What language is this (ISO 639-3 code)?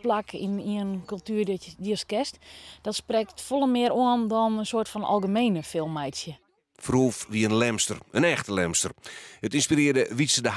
fry